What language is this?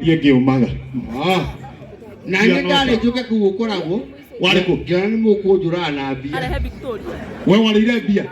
Kikuyu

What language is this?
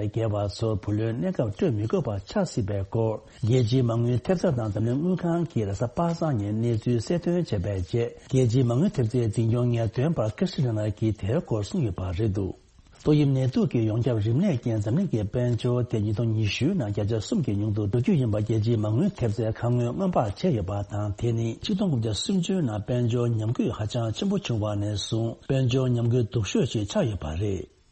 Tibetan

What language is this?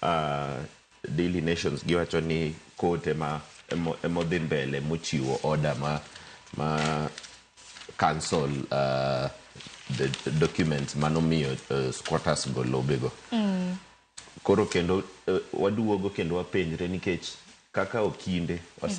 Luo (Kenya and Tanzania)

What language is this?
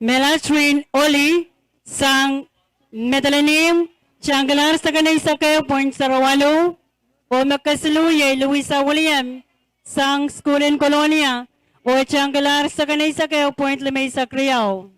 Pohnpeian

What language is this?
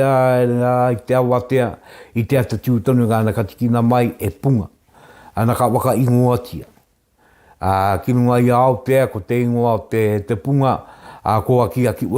Māori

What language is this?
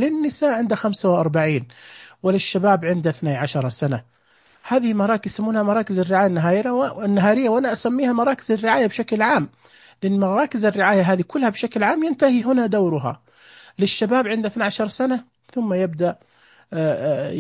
Najdi Arabic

